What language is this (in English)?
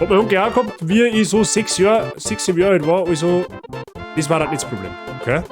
Bavarian